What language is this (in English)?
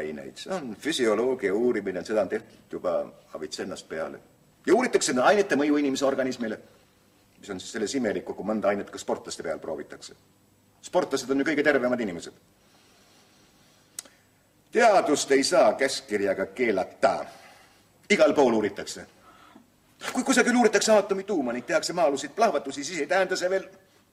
Estonian